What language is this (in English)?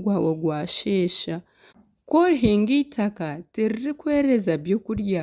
Nyankole